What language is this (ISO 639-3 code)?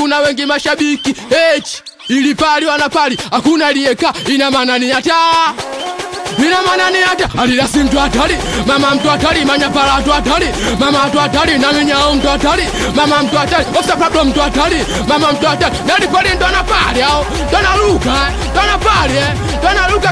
swa